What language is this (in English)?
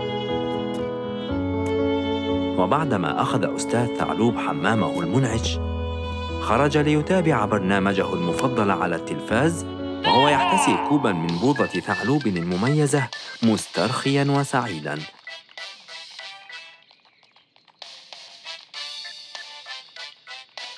Arabic